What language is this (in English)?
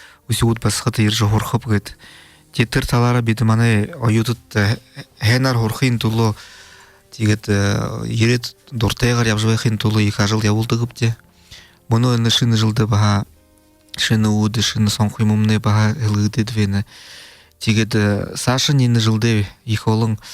Buriat